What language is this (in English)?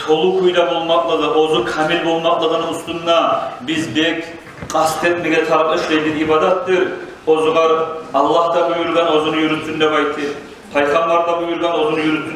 Kumyk